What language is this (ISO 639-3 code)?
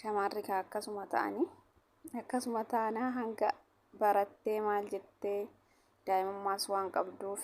orm